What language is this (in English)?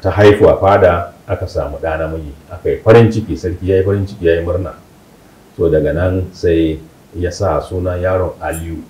Hausa